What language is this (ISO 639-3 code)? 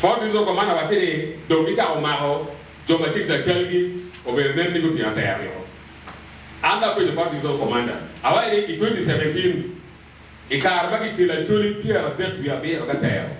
ach